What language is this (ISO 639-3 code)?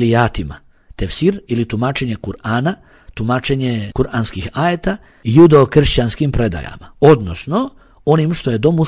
bos